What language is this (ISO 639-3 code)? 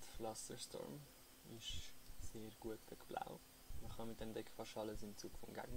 gsw